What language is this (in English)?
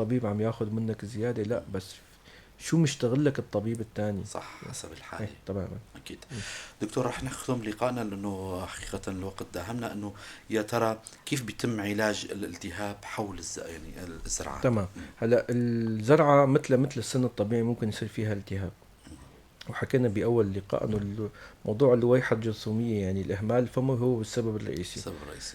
North Levantine Arabic